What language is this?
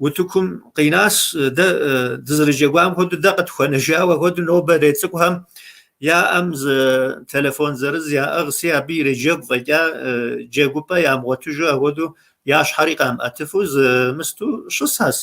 Kabardian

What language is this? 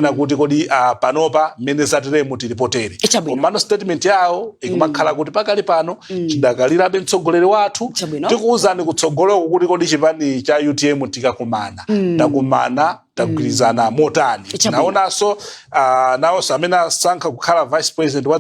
Nyanja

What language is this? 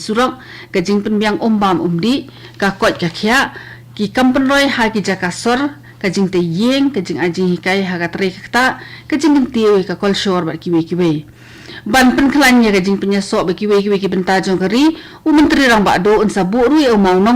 Khasi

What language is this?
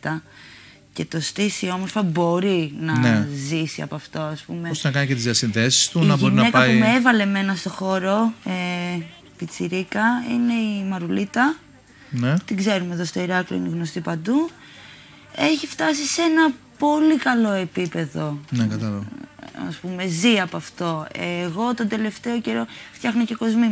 Greek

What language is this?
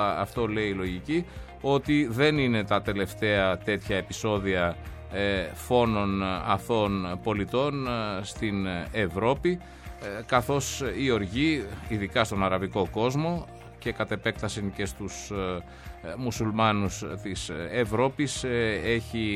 Greek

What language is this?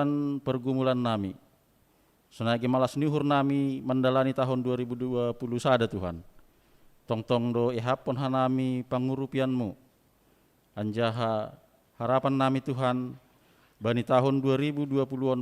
Batak Simalungun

